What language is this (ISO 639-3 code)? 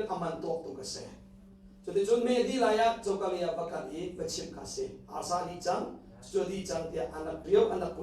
cnh